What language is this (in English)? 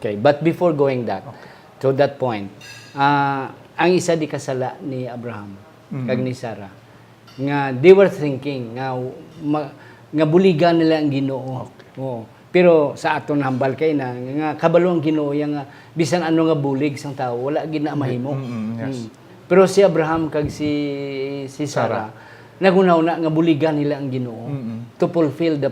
Hiligaynon